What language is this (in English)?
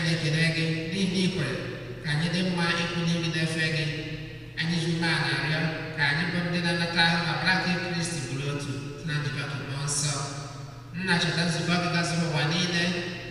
Igbo